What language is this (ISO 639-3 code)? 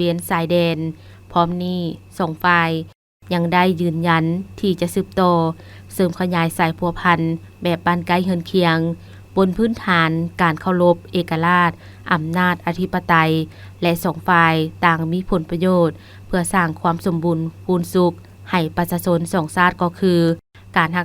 lao